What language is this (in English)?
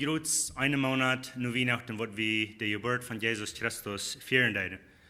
Plautdietsch